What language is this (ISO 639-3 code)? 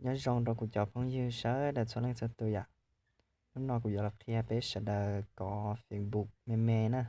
hmn